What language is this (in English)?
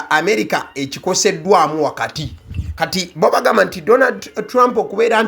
Ganda